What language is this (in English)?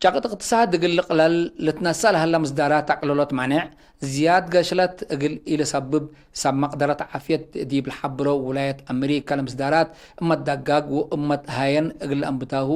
Tigre